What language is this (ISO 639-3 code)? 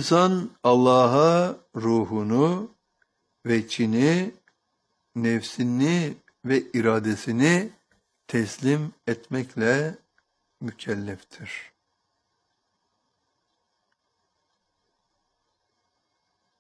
tur